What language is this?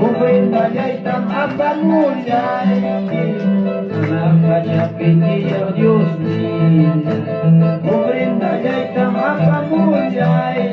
Ayacucho Quechua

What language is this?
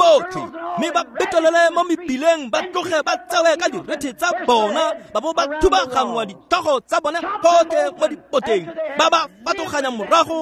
Tswana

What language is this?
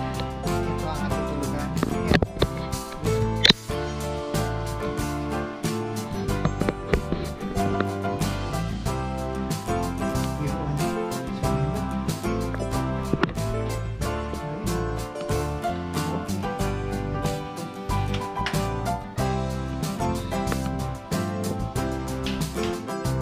Filipino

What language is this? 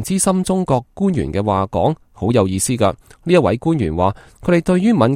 Cantonese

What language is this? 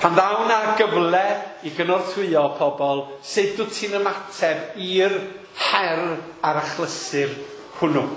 Welsh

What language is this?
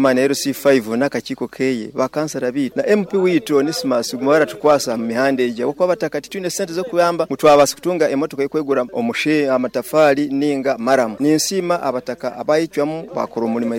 Nyoro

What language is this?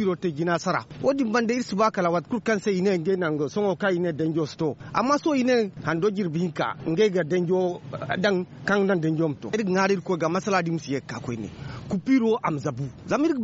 Zarma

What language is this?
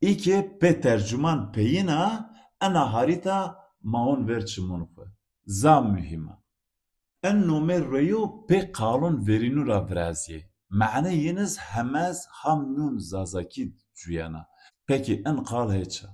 Zaza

